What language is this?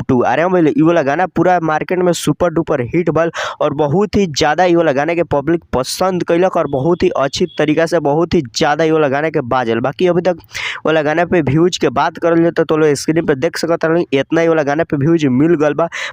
Bhojpuri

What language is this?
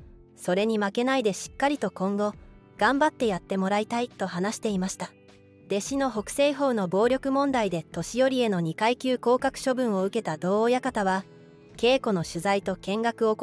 Japanese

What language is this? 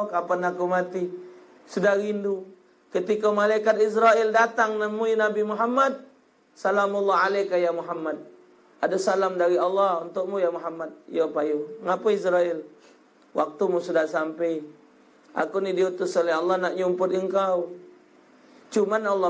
Musi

